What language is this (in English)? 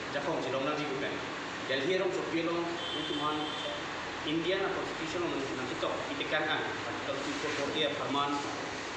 Karbi